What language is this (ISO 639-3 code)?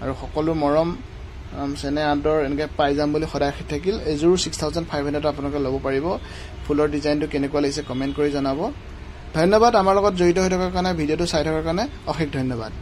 asm